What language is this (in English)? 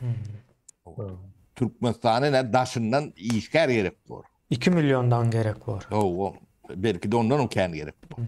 Turkmen